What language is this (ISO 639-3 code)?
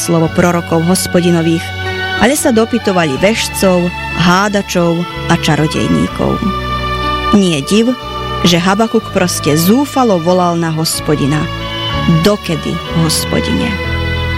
slk